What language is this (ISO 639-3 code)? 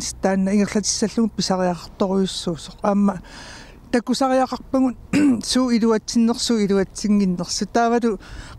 kal